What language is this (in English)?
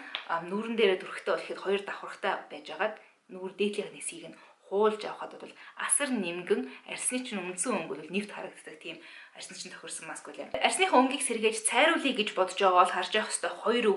Mongolian